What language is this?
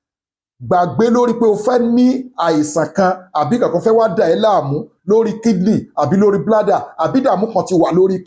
Yoruba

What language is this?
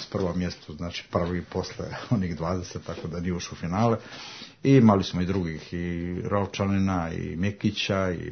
Serbian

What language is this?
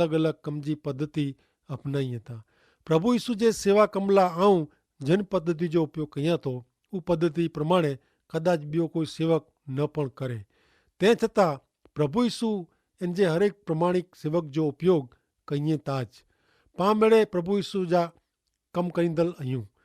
Kachhi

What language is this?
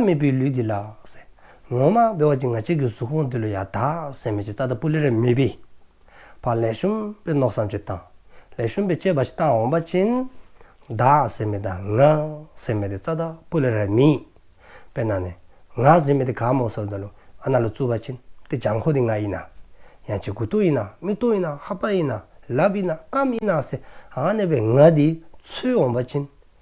Dzongkha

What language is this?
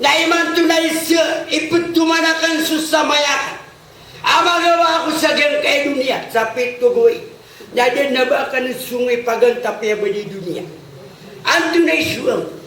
Maranao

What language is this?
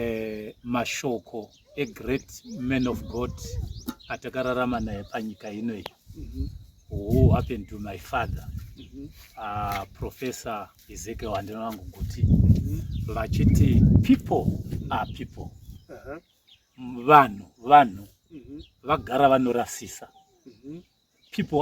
Shona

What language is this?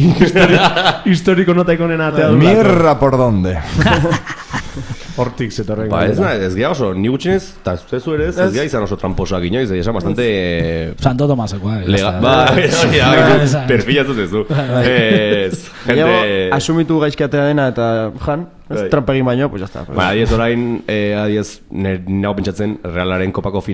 Basque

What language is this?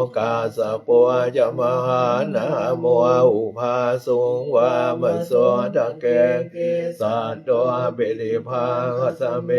Pali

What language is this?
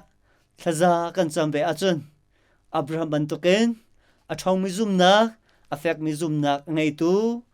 Hakha Chin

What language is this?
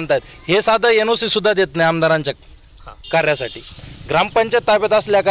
Marathi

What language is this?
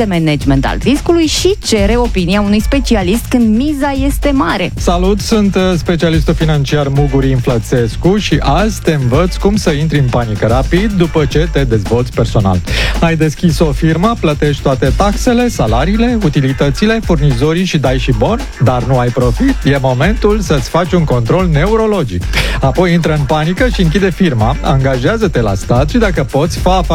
Romanian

